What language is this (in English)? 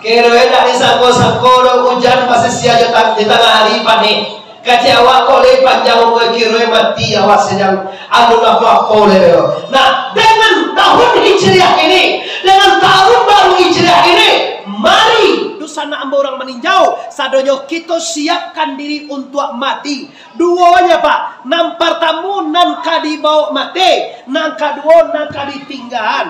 Minangkabau